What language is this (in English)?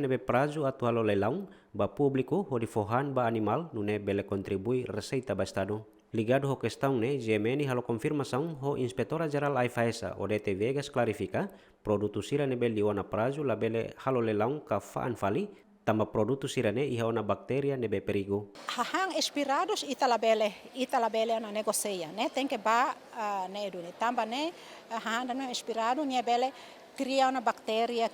Tetum